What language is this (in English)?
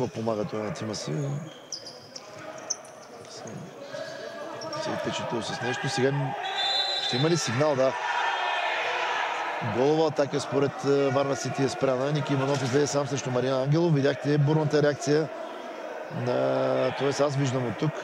Bulgarian